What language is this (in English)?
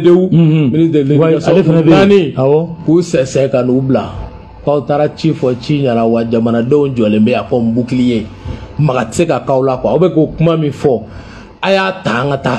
Bambara